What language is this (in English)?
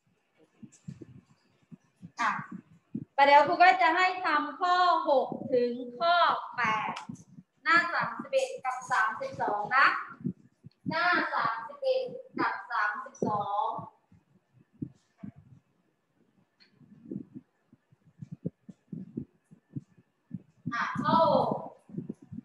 Thai